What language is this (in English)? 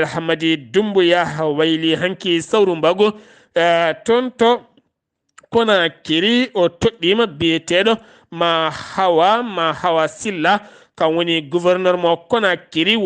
Fula